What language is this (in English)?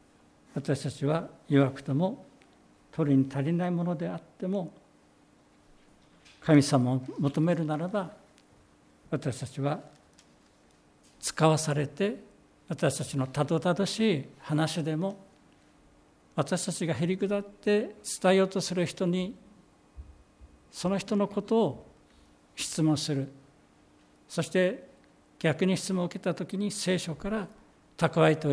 Japanese